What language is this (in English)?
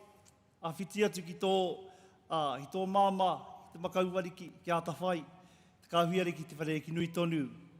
Māori